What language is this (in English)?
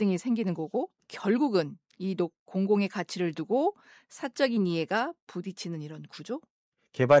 Korean